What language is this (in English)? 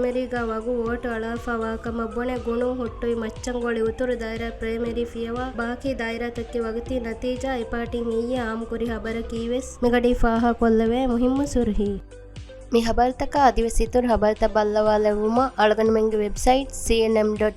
Divehi